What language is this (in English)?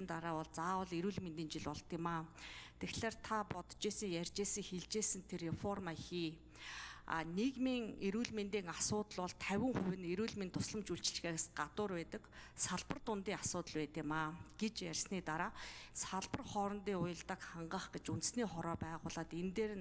Mongolian